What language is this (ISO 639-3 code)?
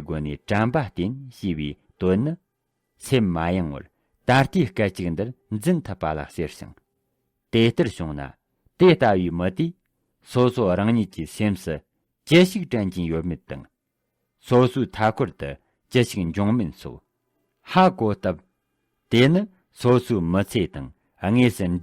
bod